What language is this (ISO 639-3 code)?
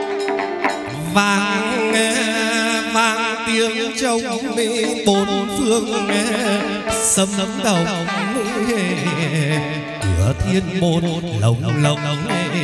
vie